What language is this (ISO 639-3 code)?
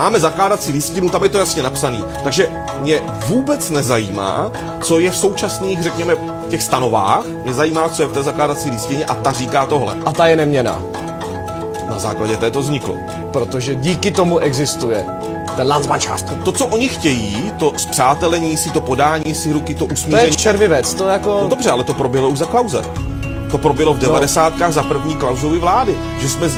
ces